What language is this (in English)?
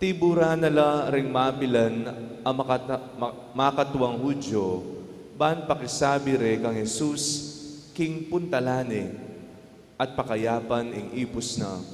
Pampanga